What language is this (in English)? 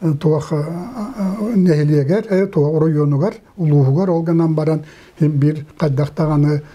Yakut